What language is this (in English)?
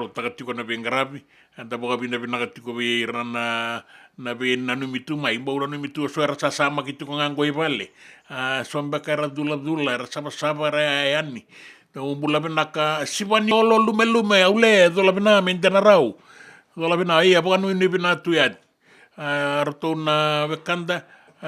Fijian